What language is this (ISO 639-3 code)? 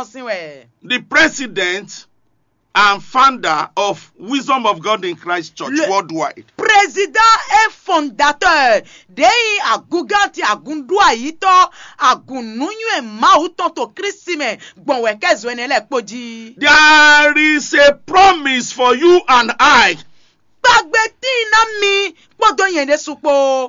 fon